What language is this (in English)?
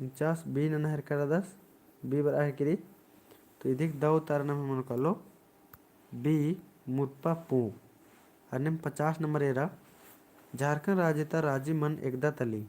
Kurukh